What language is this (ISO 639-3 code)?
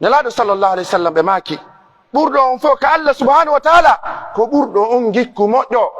fuf